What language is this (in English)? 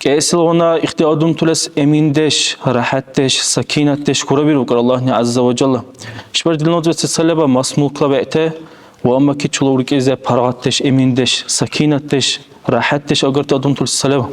Dargwa